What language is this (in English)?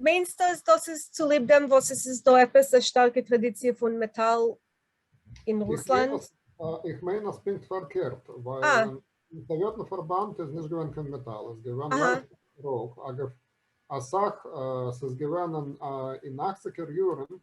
Yiddish